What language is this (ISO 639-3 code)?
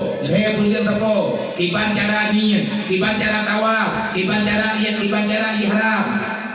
ace